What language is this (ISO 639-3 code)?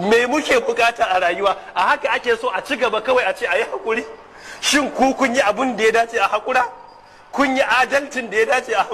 hau